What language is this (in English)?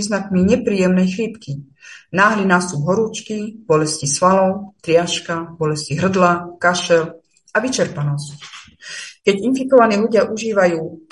Slovak